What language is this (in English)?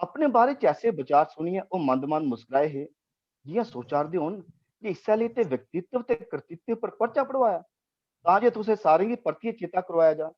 Dogri